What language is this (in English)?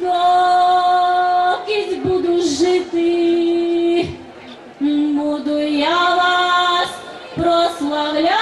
Rusyn